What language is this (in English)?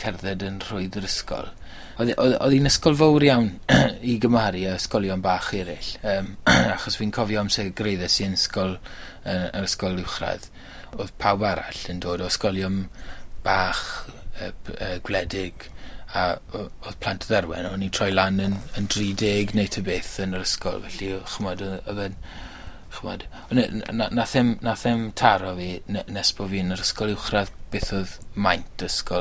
Welsh